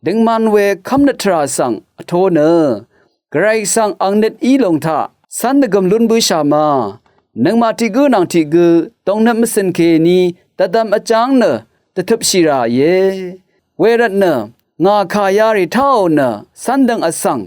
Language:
Rawang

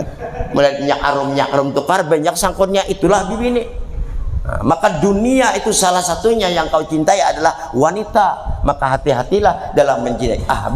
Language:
Banjar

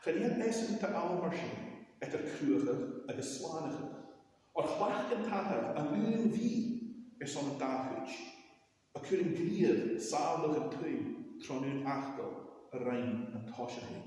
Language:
Scottish Gaelic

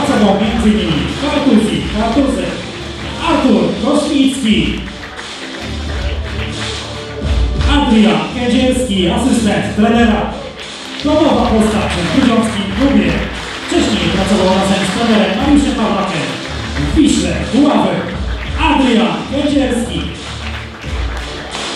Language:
Polish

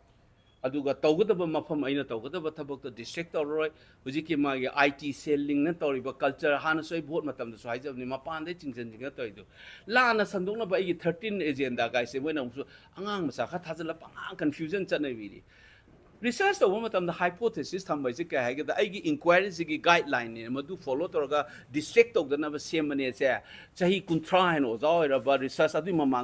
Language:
Manipuri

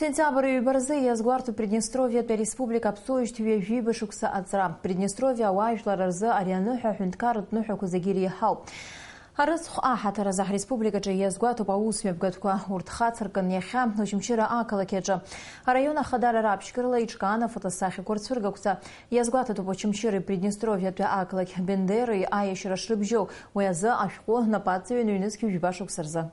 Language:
Abkhazian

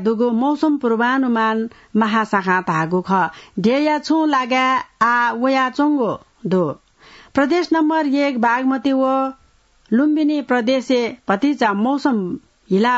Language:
Newari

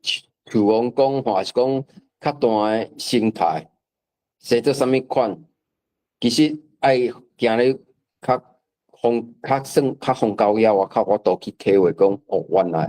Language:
Min Nan Chinese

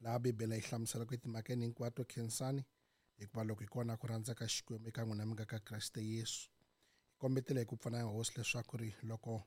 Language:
Tsonga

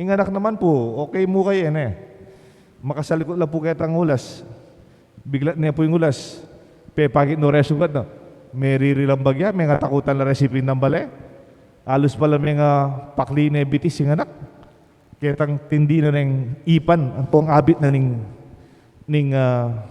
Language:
Pampanga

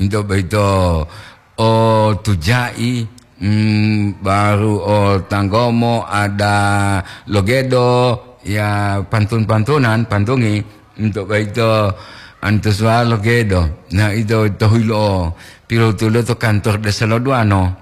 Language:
Gorontalo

